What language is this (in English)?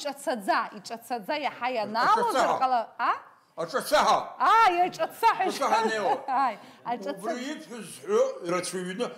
Abkhazian